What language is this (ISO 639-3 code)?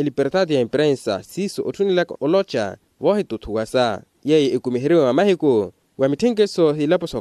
vmw